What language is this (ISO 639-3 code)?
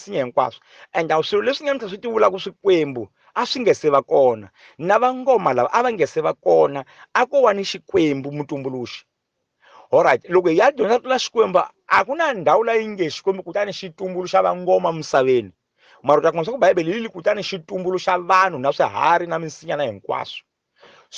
tso